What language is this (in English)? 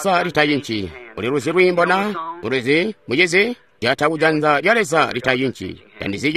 Tonga (Zambia)